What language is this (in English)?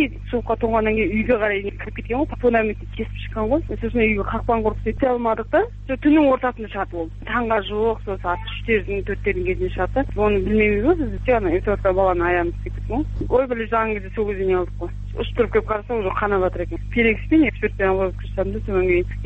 Kazakh